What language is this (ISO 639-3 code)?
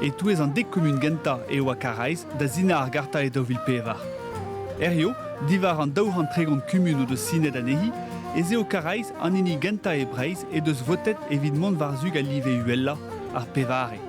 bre